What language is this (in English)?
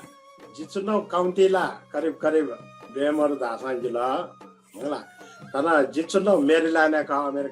Newari